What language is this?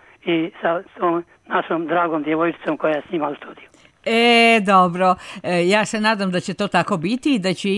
Croatian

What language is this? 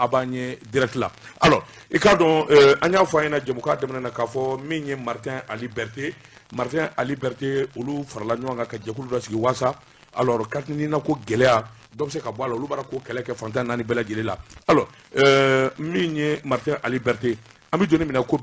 Bambara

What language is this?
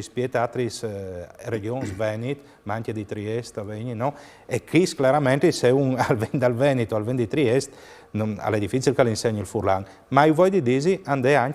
Friulian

